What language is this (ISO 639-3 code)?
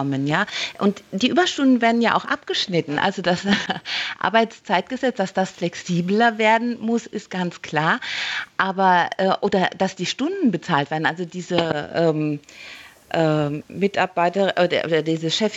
deu